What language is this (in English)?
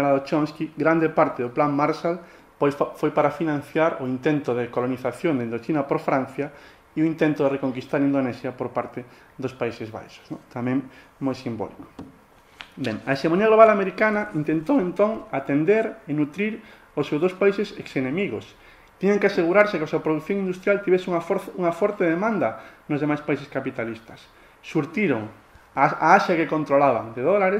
Galician